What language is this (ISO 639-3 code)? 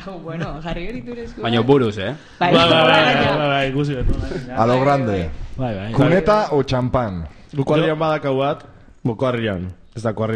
eus